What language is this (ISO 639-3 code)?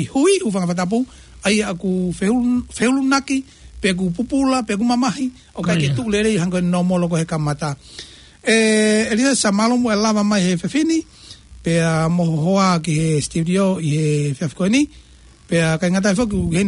ton